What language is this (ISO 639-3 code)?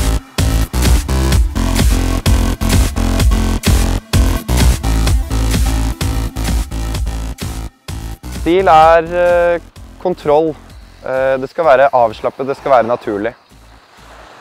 nor